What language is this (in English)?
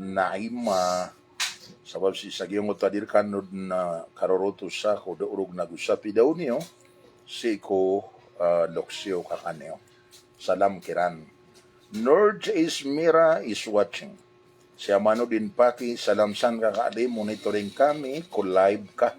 Maranao